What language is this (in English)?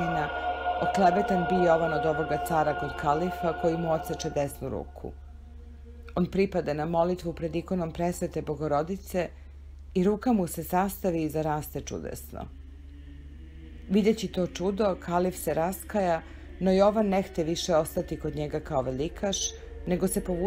Serbian